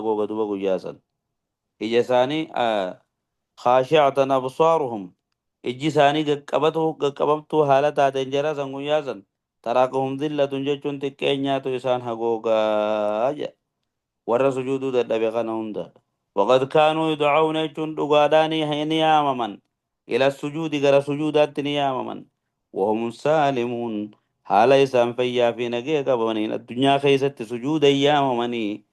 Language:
Oromo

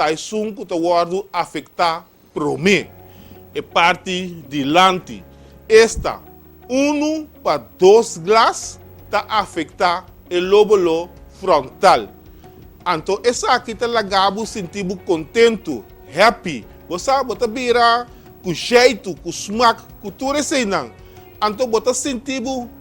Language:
Papiamento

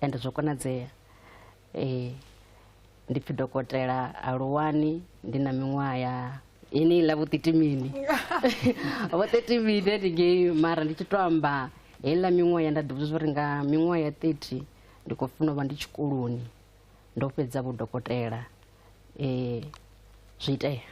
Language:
Venda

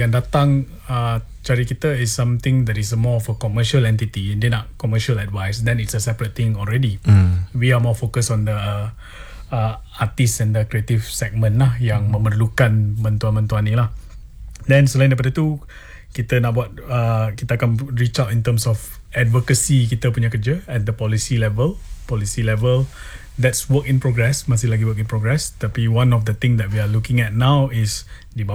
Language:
Malay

